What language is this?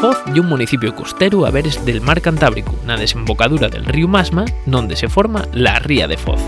Asturian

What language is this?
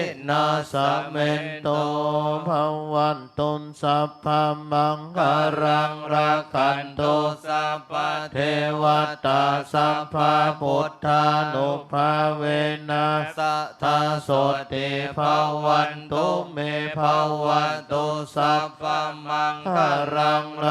Pali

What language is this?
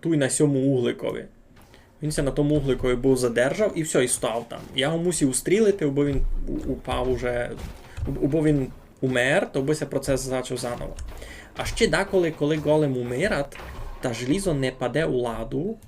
Rusyn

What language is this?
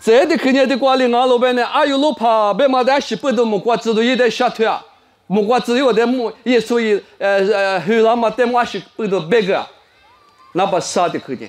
Lisu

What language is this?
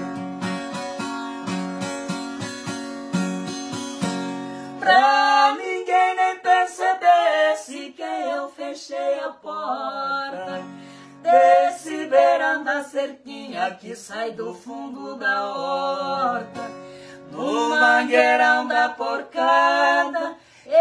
Portuguese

